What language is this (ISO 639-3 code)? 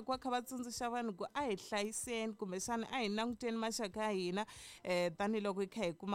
tso